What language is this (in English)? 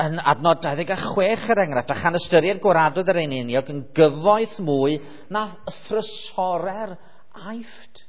Welsh